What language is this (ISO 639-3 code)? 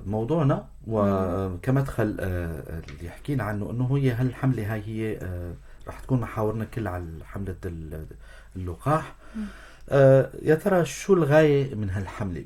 apc